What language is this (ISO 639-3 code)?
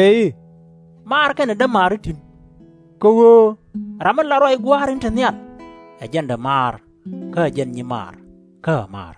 nus